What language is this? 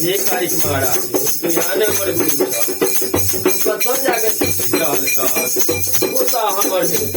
Maithili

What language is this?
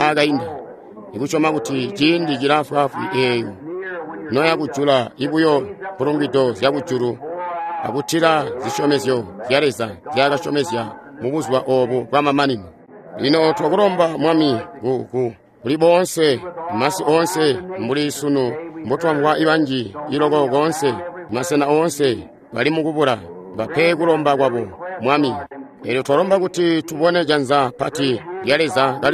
Tonga (Zambia)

